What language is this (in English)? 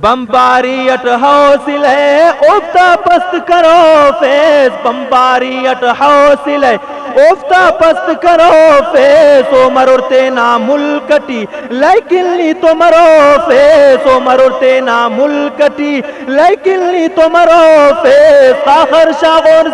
Brahui